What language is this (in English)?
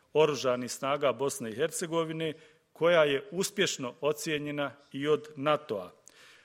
Bosnian